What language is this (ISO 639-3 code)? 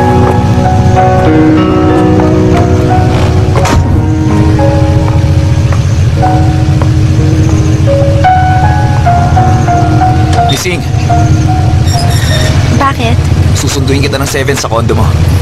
fil